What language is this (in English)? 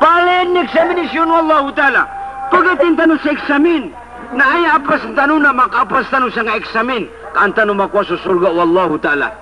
Maranao